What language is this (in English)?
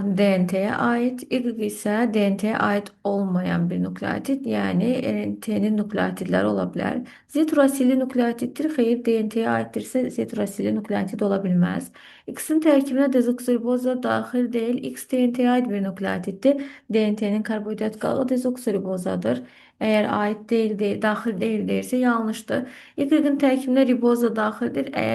Azerbaijani